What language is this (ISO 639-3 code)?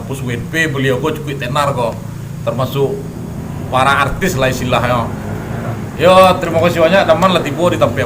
min